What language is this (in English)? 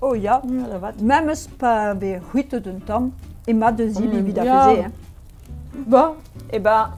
Breton